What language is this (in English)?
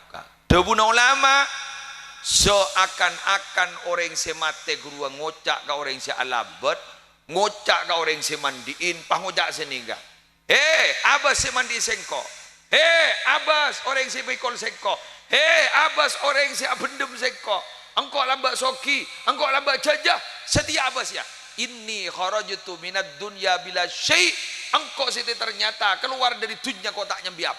Madurese